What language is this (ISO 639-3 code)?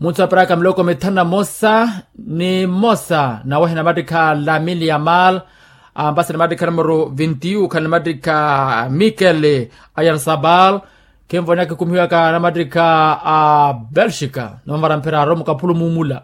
vmw